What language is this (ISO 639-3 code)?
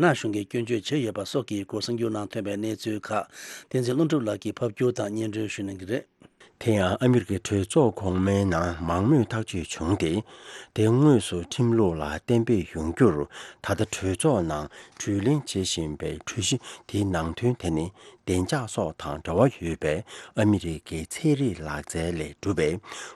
bod